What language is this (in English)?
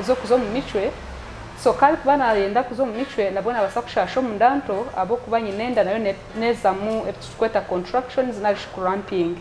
Nyankole